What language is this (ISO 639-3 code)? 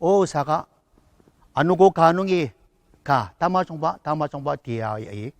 njo